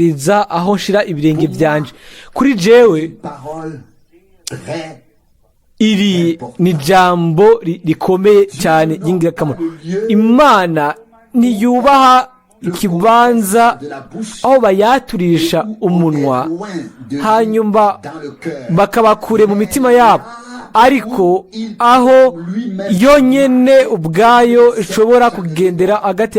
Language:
Rundi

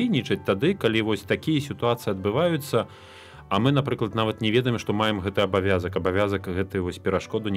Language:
Belarusian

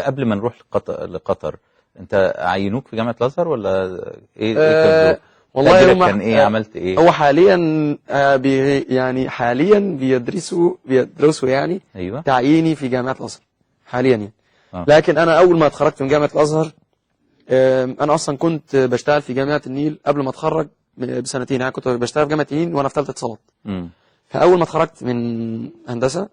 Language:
Egyptian Arabic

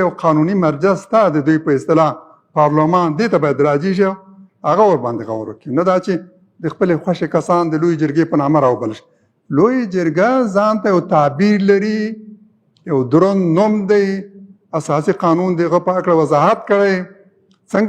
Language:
Pashto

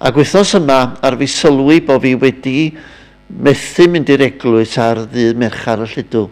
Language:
Welsh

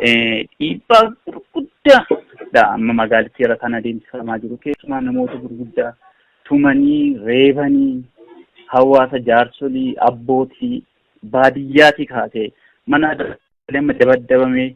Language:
Oromo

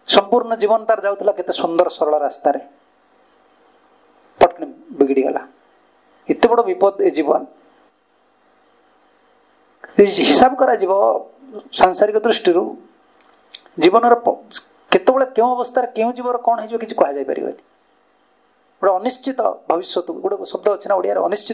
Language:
Odia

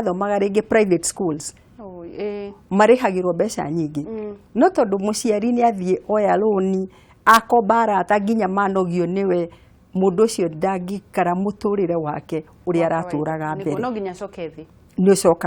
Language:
Kikuyu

